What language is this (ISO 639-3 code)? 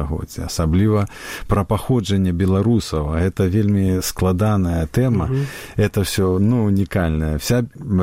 bel